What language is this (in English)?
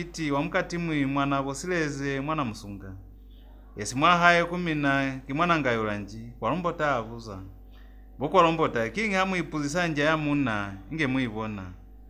Lozi